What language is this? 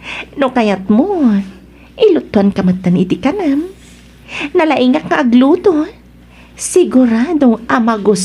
Iloko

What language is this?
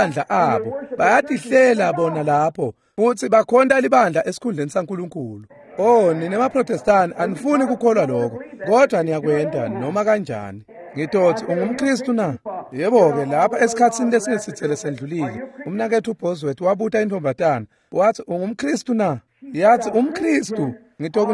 Swati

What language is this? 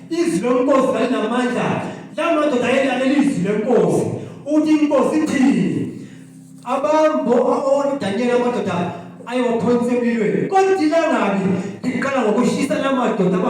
North Ndebele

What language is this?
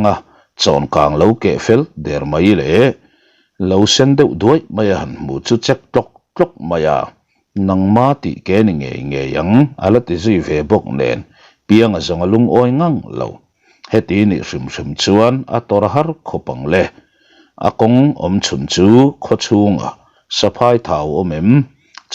Mizo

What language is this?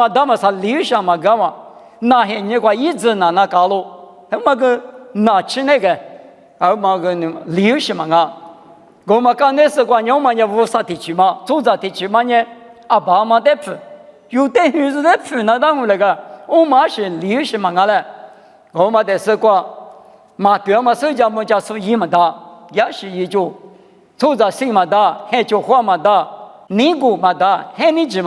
Lisu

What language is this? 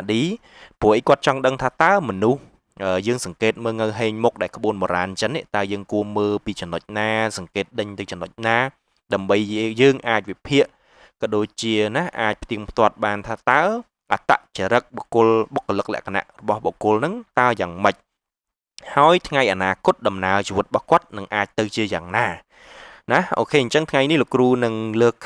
Khmer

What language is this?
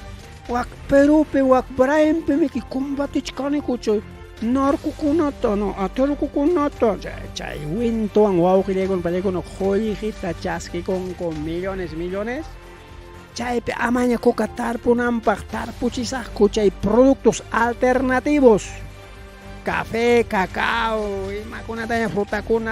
Ayacucho Quechua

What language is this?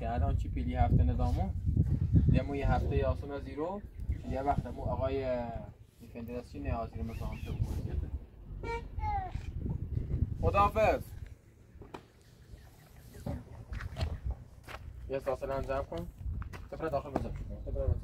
Persian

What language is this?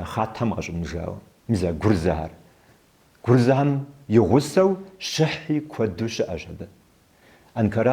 Kabardian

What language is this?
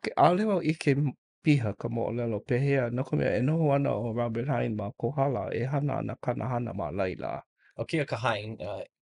Hawaiian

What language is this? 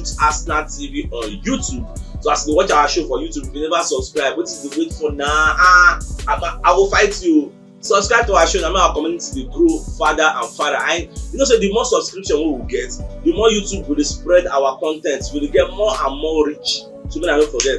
Nigerian Pidgin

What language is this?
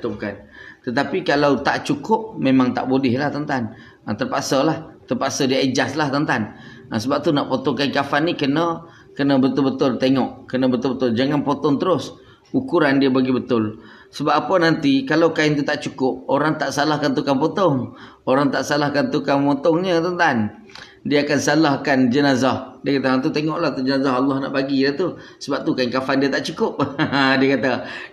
Malay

